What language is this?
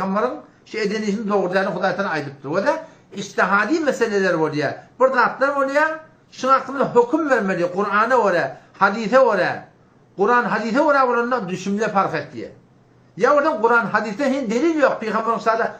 Turkmen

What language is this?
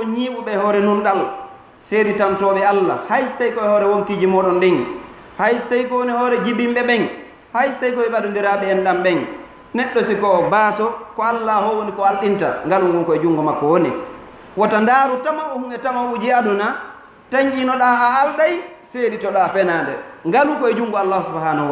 Fula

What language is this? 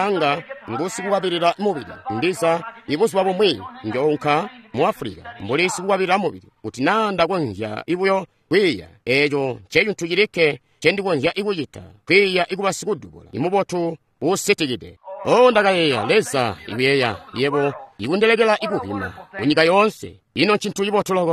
Tonga (Zambia)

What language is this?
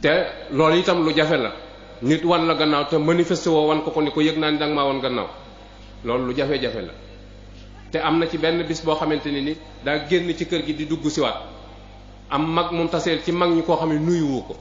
Wolof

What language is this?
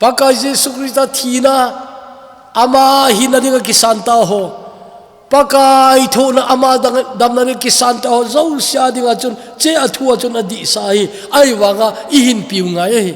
Thado Chin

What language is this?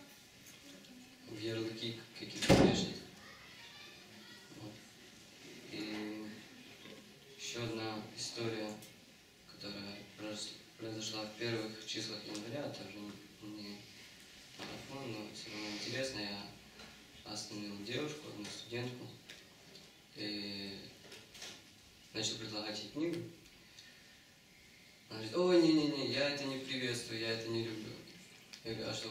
Russian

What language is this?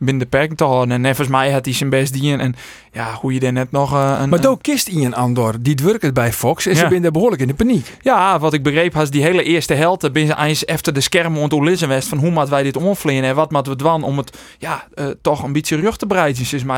Western Frisian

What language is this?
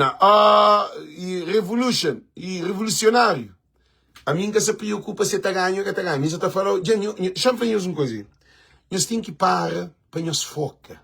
Kabuverdianu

